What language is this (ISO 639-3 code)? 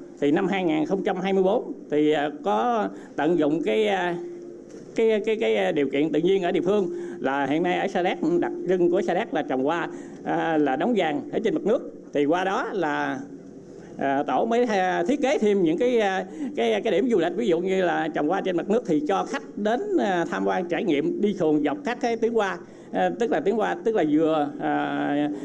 vie